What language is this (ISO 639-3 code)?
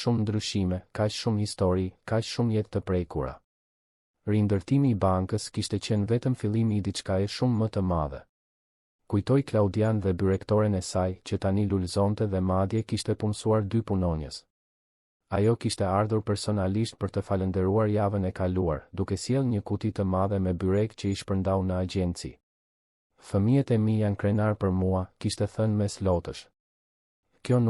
sqi